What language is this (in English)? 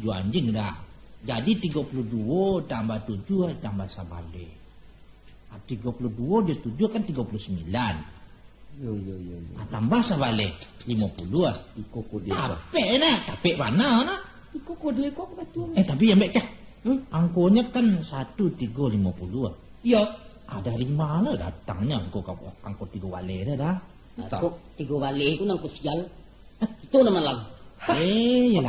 Minangkabau